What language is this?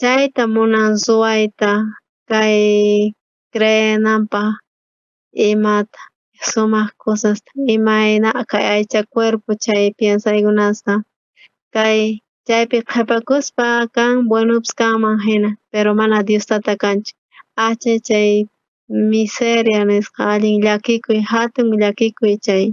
South Bolivian Quechua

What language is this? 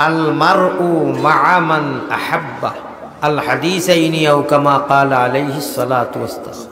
Sylheti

